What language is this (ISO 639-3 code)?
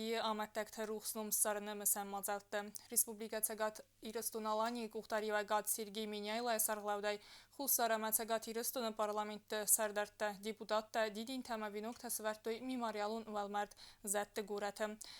oss